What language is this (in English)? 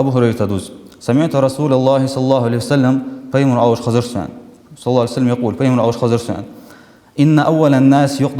Ingush